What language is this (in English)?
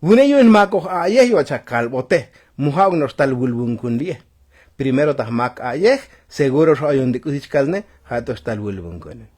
Tzotzil